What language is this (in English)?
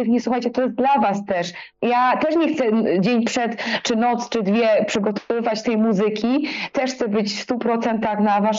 Polish